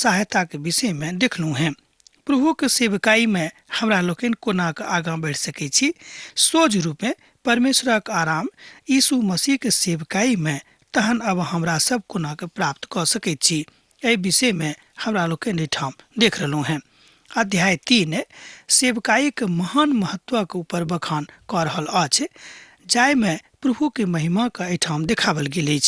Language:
Maithili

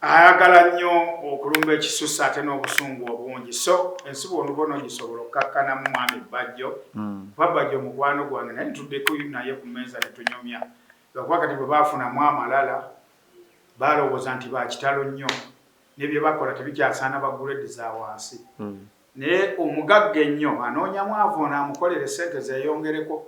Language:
Ganda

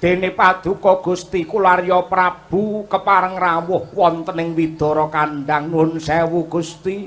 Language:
Javanese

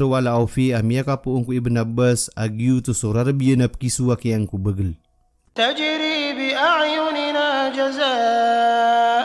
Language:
Maranao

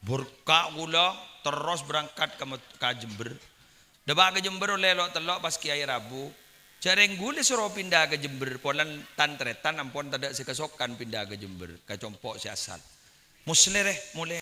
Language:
Madurese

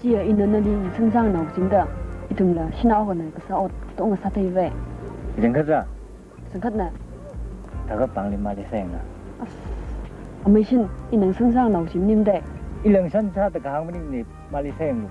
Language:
Tangkhul Naga (India)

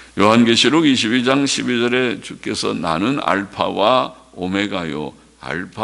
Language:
Korean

